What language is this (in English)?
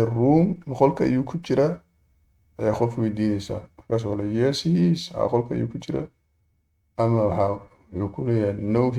Somali